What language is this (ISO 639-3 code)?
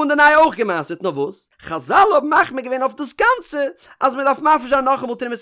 yid